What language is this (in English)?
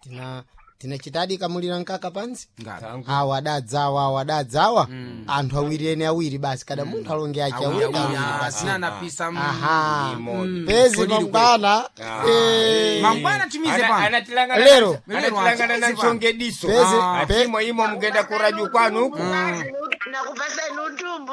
Sena